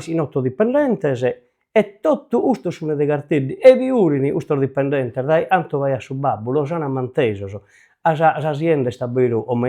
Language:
Sardinian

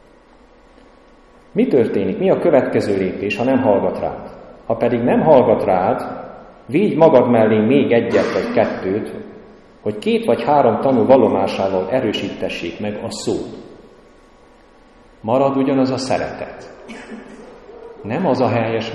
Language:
Hungarian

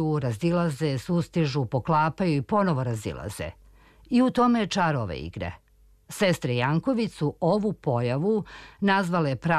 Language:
Serbian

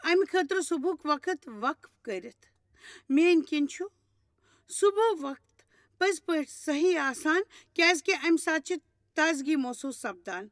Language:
Kashmiri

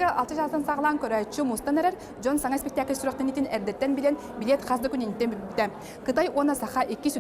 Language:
Yakut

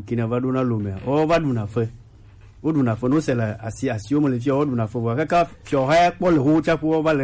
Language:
Gen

